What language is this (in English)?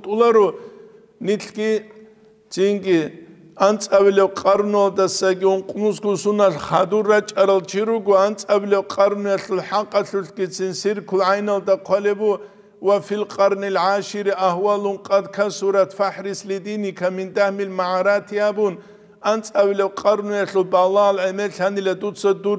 Avaric